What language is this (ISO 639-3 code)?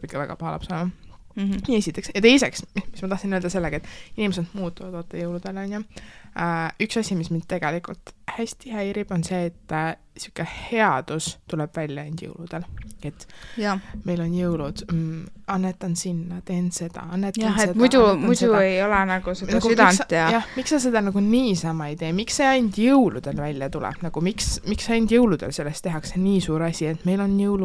est